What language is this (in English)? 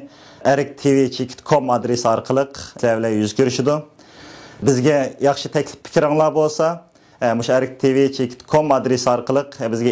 Uyghur